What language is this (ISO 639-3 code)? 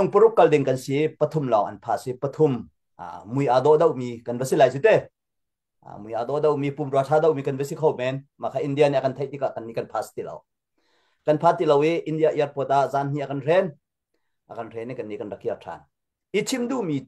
cnh